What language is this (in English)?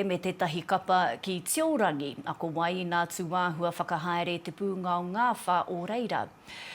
Māori